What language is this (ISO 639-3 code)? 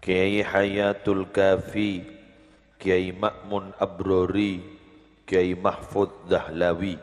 mad